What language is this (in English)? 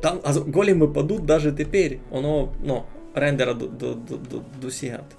Rusyn